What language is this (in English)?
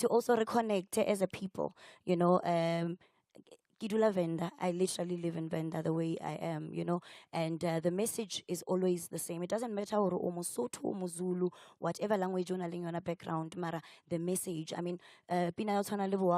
Venda